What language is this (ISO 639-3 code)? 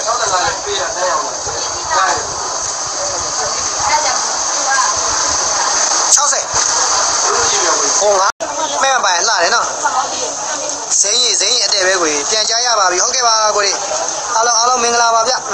mya